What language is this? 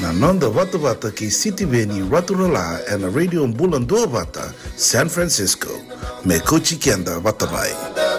Fijian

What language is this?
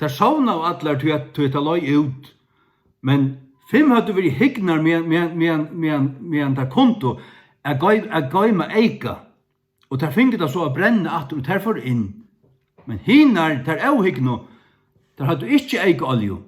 Faroese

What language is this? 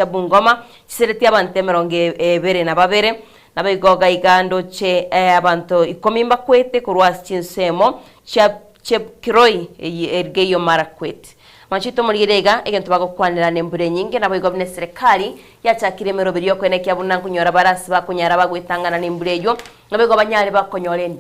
Gusii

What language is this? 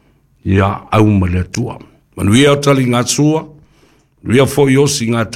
Samoan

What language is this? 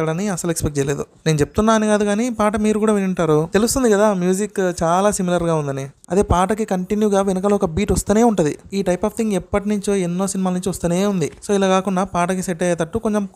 Telugu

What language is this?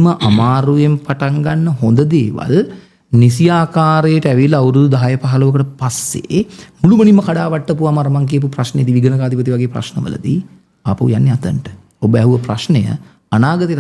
Sinhala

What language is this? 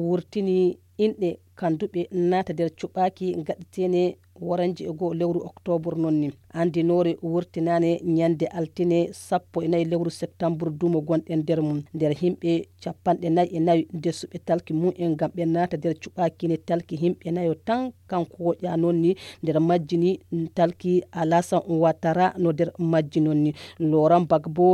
Nigerian Fulfulde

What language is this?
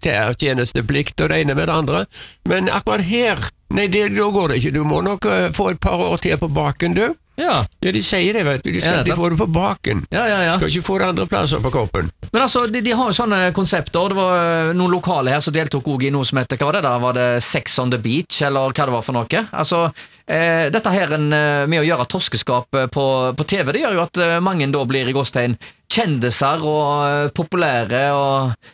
Norwegian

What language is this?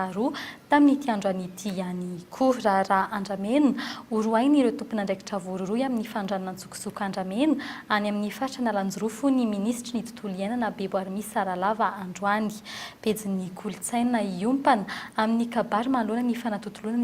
Malagasy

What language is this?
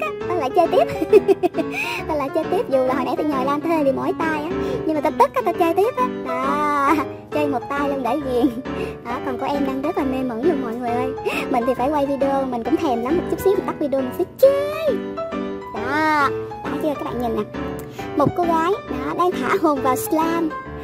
Vietnamese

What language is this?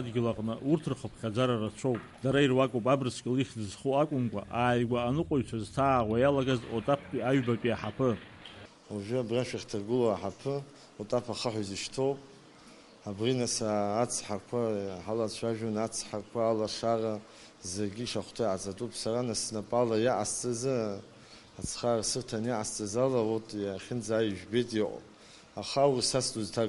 Abkhazian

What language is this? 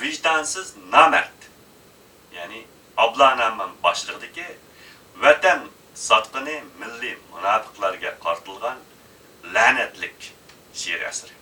Uyghur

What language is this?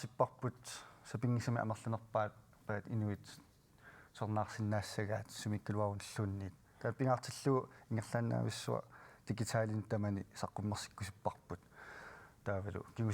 Kalaallisut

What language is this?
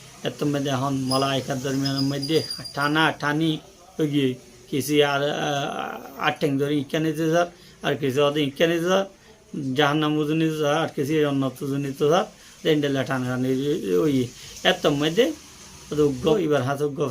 Rohingya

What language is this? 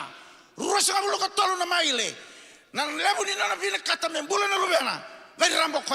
Fijian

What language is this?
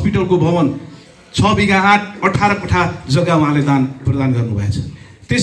Nepali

